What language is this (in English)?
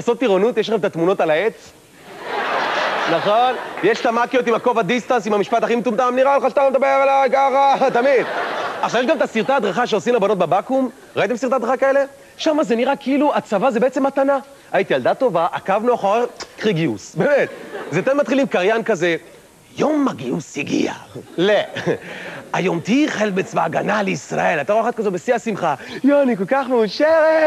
Hebrew